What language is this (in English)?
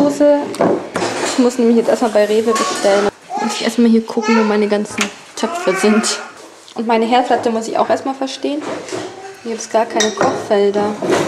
German